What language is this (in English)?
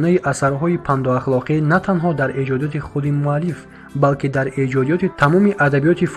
Tajik